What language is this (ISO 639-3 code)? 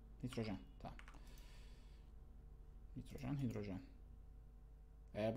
tur